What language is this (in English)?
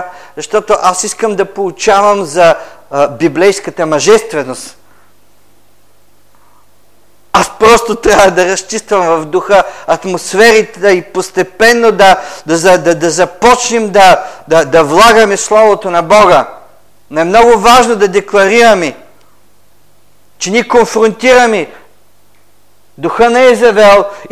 Bulgarian